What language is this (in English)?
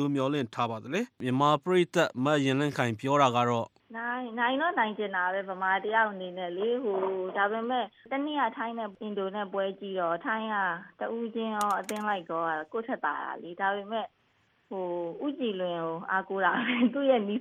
Burmese